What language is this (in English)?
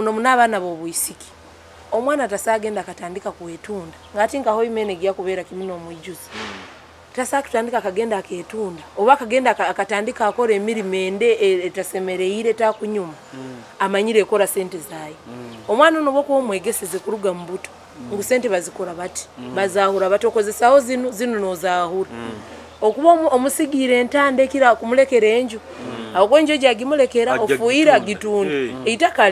Nyoro